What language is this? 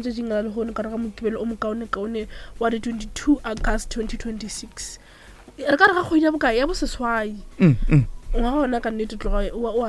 Northern Sotho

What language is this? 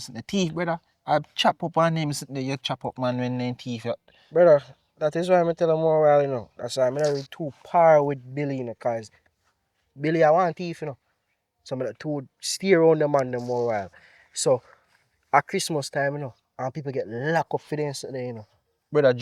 Jamaican Creole English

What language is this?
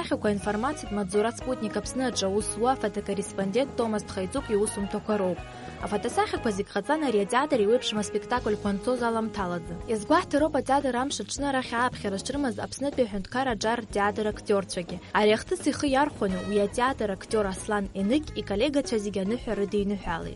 Abkhazian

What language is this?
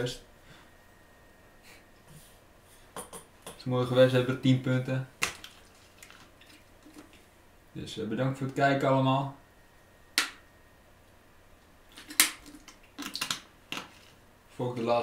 Dutch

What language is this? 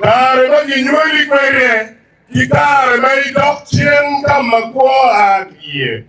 Acoli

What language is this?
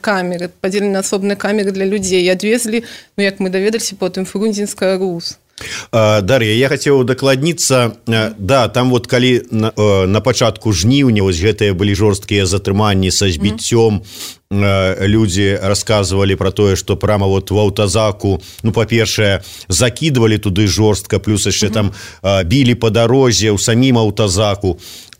Belarusian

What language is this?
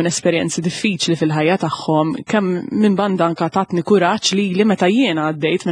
Maltese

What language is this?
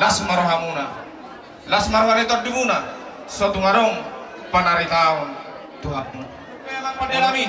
Batak Toba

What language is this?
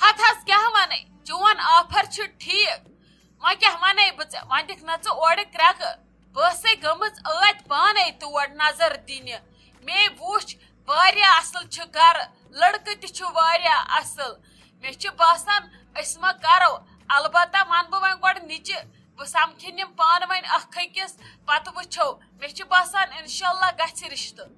Kashmiri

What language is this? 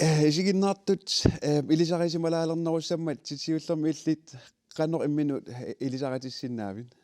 Kalaallisut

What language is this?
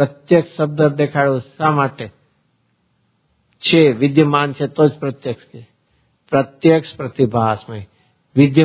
Gujarati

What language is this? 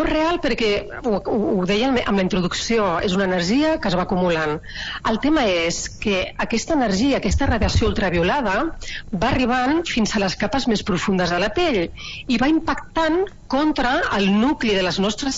Catalan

